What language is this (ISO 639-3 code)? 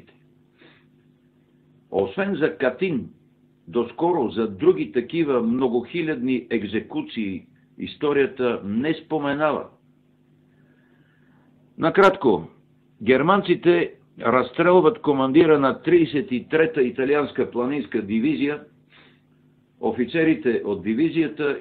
bul